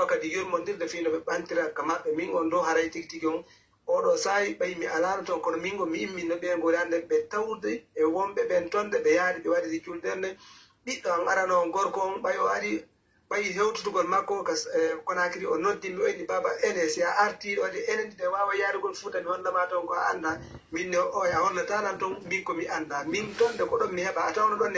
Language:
Pular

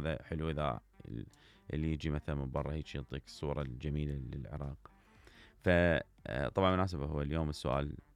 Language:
Mesopotamian Arabic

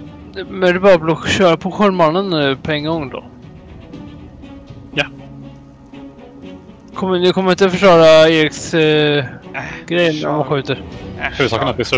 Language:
Swedish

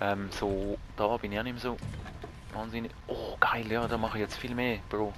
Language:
Swiss German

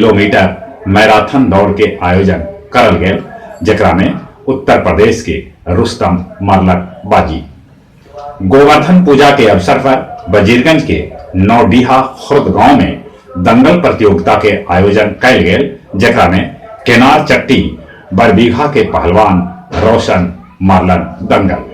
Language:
Magahi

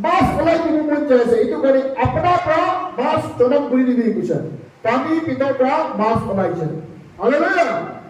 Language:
Naga Pidgin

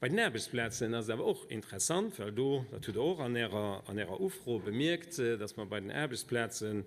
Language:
Luxembourgish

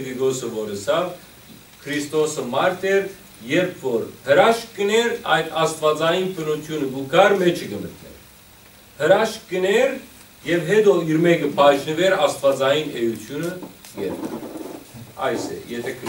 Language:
Western Armenian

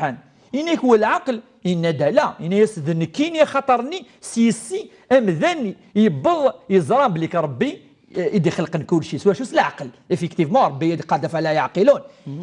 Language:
Kabyle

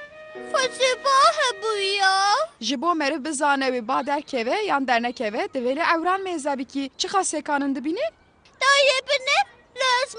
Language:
Kurdish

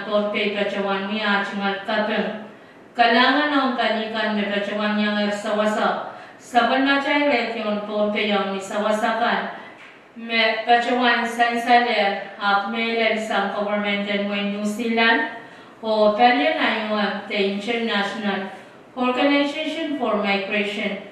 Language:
Pohnpeian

